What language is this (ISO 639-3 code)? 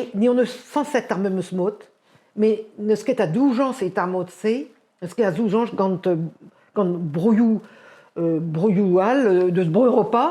bre